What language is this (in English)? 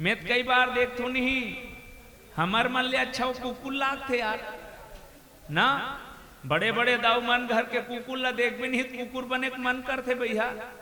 Chhattisgarhi